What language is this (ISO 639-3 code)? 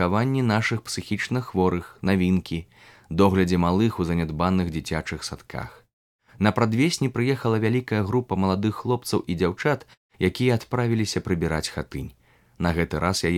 bel